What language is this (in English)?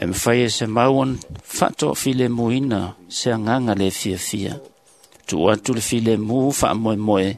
Samoan